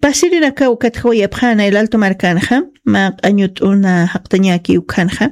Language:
Aymara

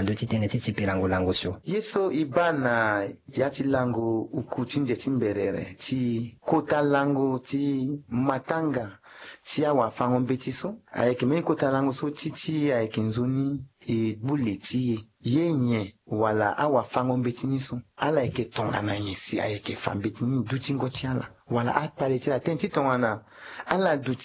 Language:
Sango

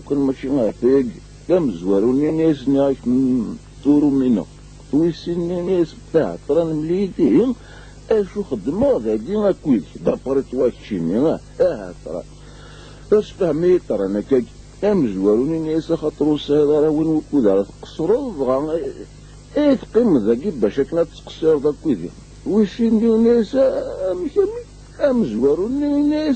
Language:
Kabyle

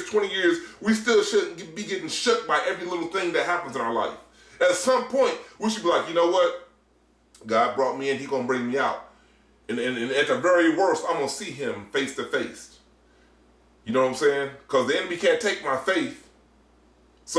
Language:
English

